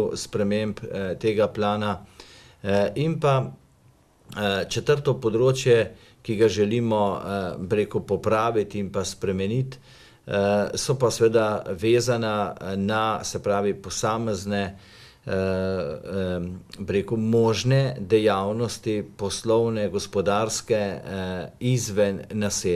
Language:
Slovenian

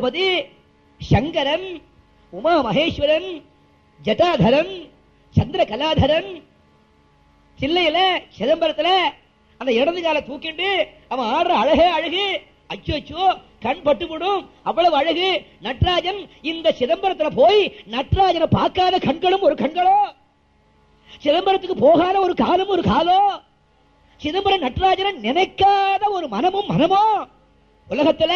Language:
Tamil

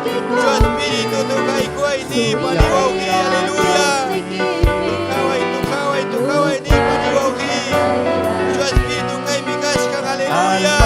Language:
Ayacucho Quechua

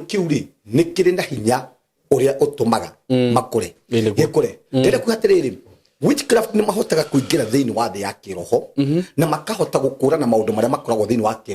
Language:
Kikuyu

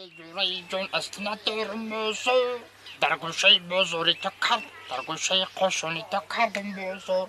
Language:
Tajik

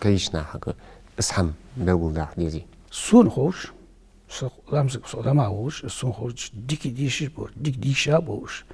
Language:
Ingush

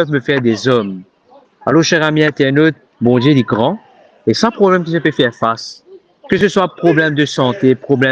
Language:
Morisyen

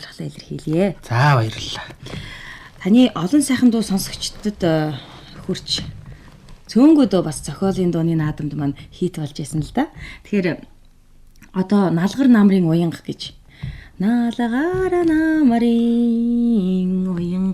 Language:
Mongolian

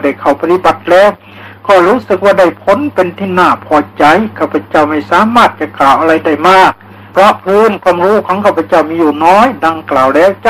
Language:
Thai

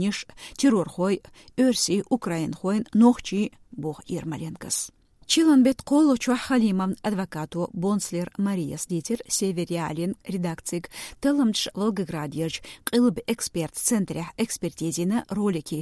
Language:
Chechen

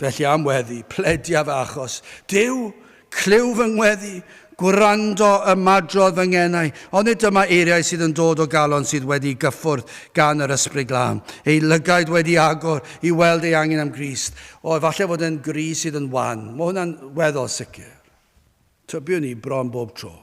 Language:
Welsh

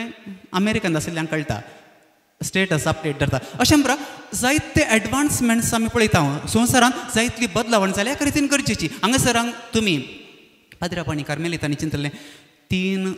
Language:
Konkani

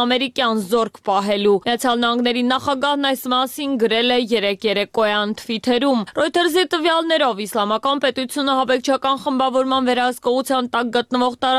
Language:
Armenian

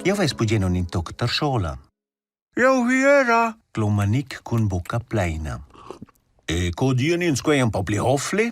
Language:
Romansh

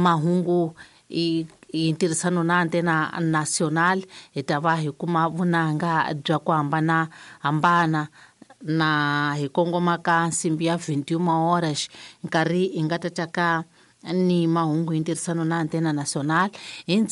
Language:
Tsonga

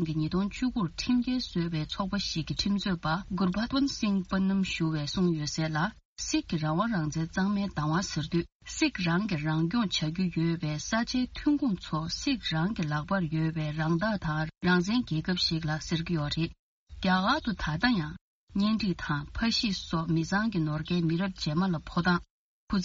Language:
Tibetan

